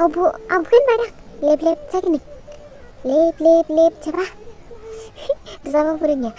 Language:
Dimasa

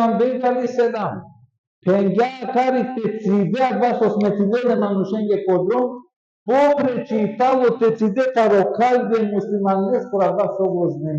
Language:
Balkan Romani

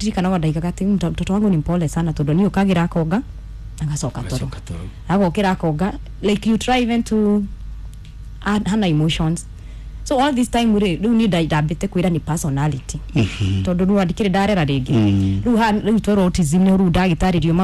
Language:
Kikuyu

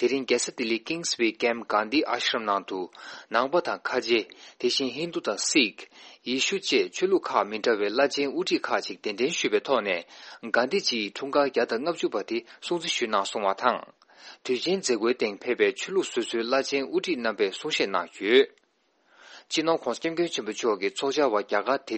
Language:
Tibetan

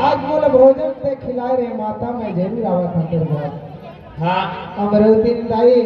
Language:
Chhattisgarhi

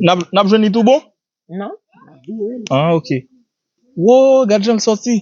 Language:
Haitian Creole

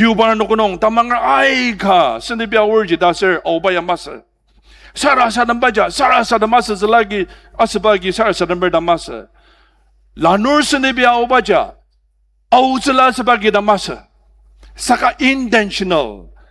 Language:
Ao Naga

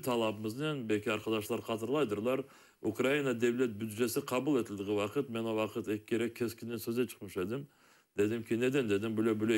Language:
Crimean Tatar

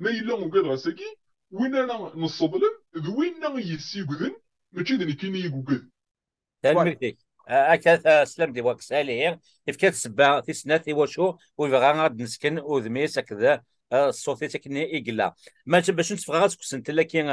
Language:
Kabyle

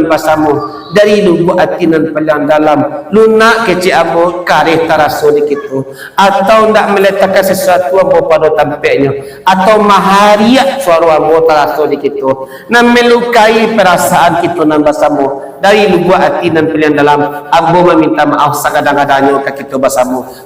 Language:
Minangkabau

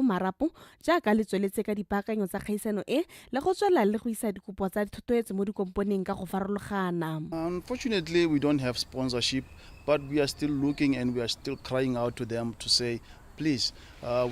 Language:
Tswana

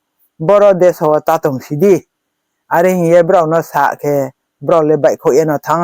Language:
Riang (India)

